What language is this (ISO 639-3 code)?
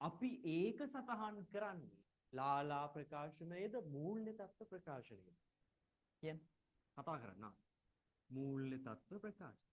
sin